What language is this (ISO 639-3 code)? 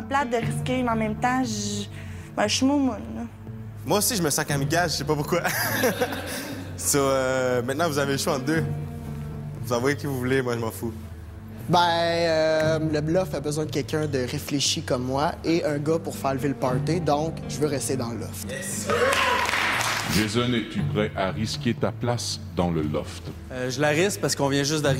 fra